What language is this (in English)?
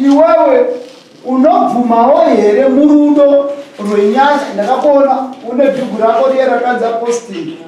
Shona